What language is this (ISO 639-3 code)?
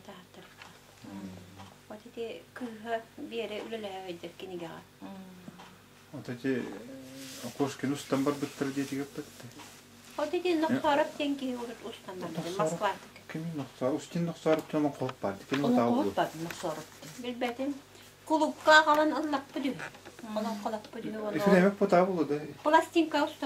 sah